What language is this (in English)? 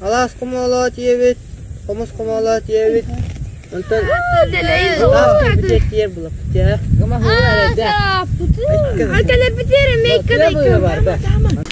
Yakut